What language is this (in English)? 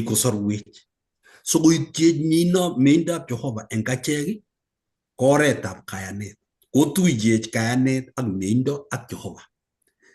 Kalenjin